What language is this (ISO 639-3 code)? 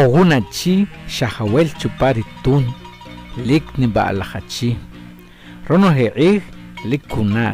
acr